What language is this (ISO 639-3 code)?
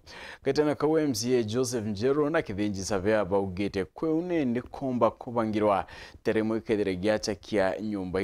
mer